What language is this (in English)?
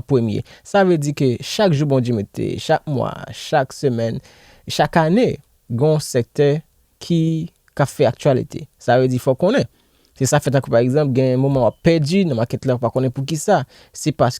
Haitian Creole